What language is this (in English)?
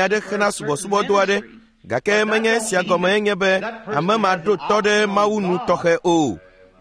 Ewe